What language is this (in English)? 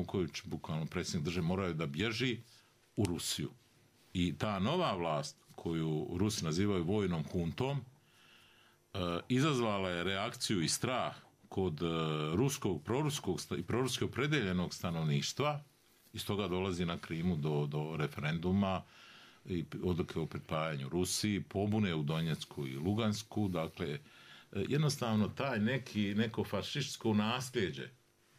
Bosnian